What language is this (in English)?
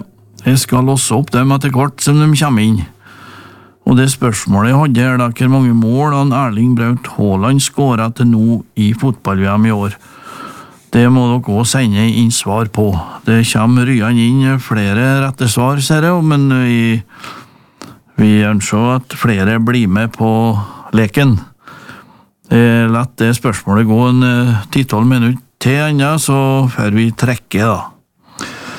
Norwegian